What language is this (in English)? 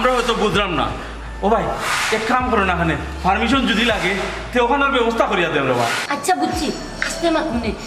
Sylheti